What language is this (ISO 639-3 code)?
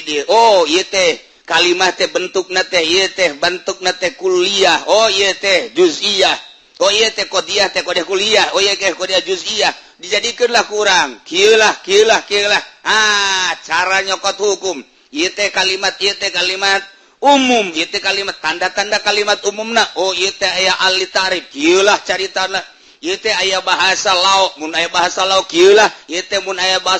sun